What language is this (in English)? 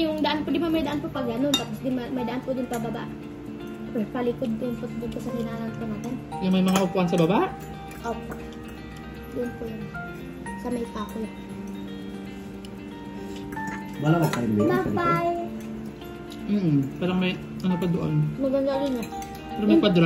Filipino